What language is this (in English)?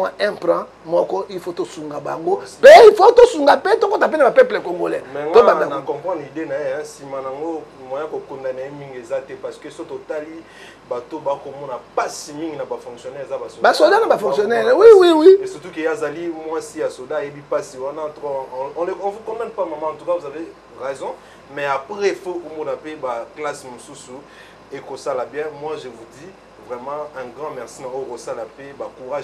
Lingala